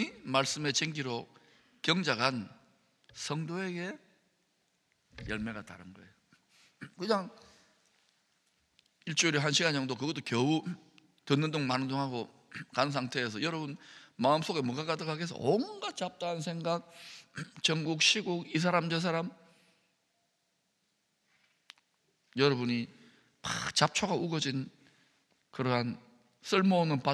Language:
Korean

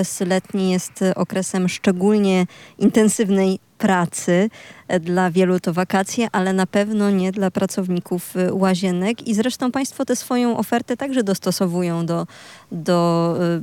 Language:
Polish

